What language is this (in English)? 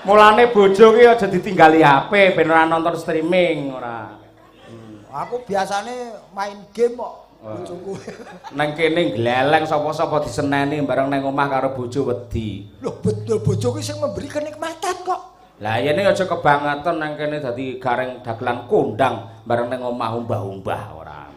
Javanese